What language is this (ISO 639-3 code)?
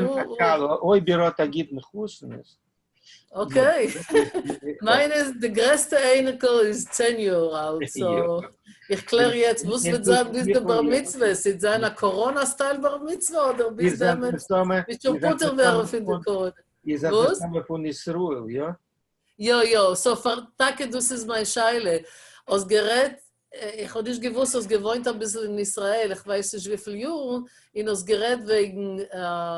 yid